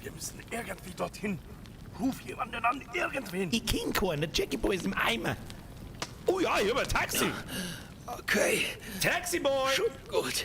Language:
Bavarian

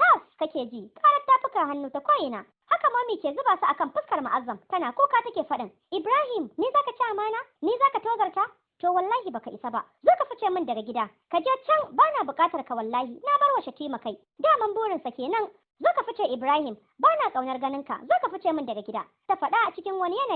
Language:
Hausa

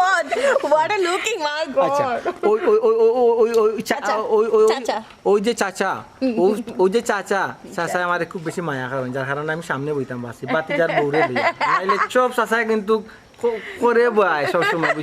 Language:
Sylheti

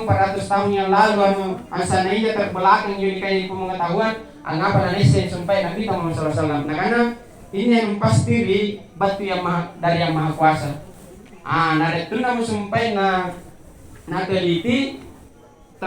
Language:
Makasar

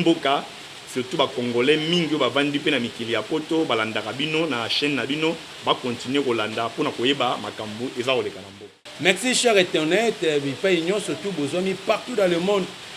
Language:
Lingala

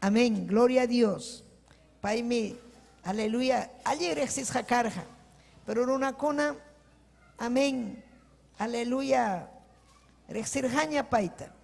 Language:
Ayacucho Quechua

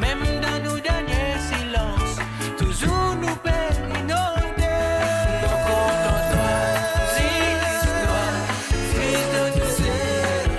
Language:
Morisyen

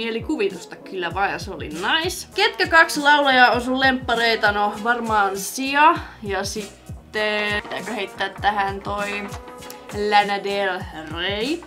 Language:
Finnish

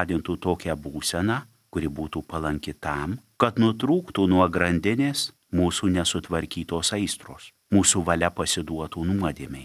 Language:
Lithuanian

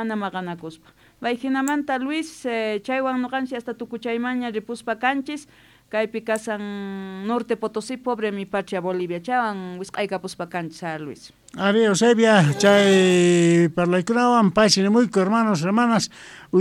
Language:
South Bolivian Quechua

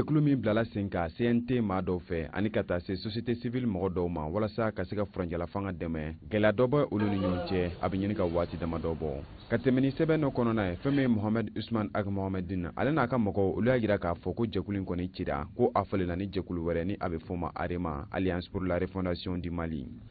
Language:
Bambara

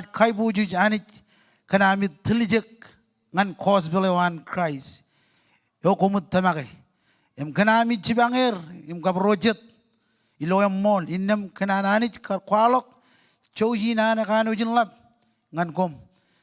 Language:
Marshallese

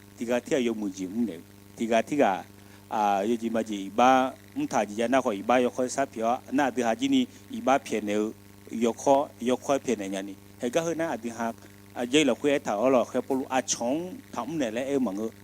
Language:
Akha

